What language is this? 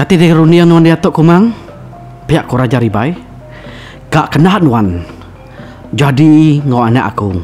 Iban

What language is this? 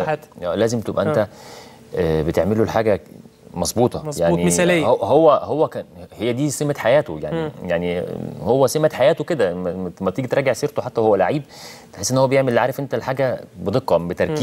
Egyptian Arabic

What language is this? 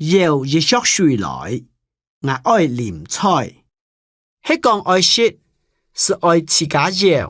Hakka Chinese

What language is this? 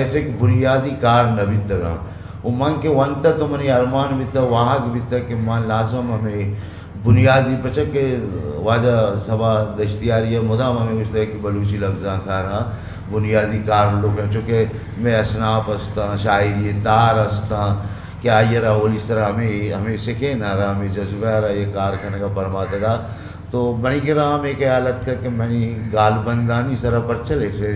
Eastern Balochi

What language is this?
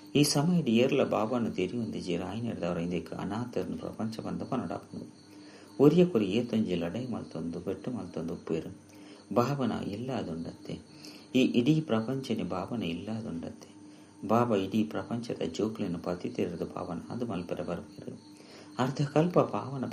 Tulu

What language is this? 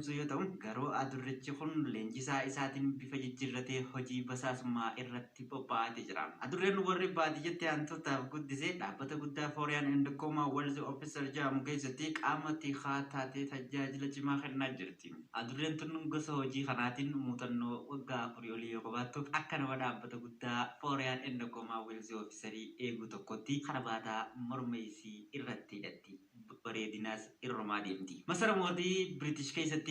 Oromo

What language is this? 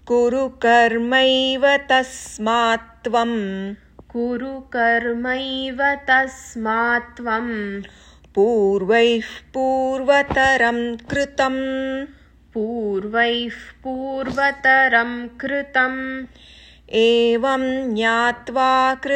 Sanskrit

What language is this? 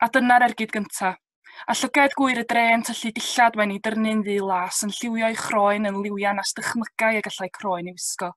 Welsh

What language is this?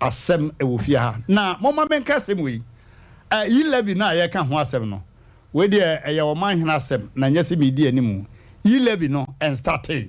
Akan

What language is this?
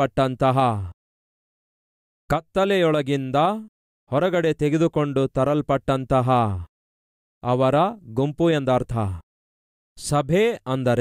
Kannada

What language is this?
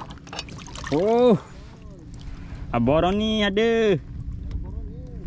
Malay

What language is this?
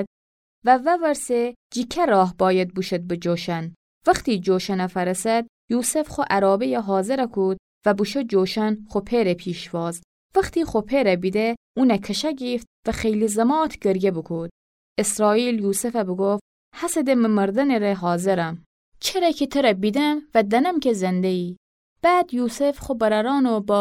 Gilaki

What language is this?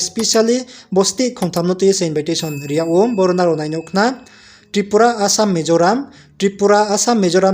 Riang (India)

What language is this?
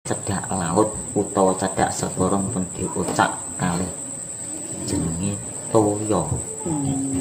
Javanese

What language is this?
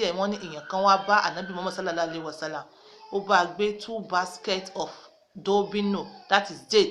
Yoruba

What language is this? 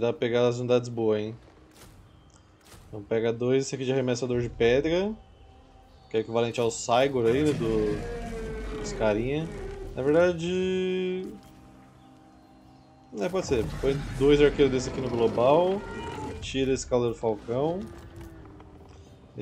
Portuguese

